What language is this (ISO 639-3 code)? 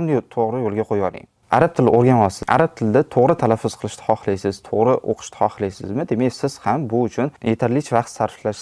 uzb